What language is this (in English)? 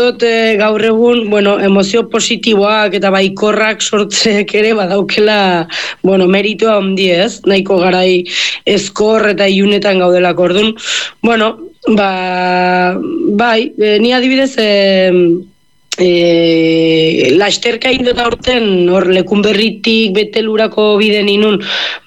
Basque